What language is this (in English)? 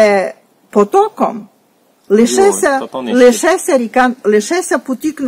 Rusyn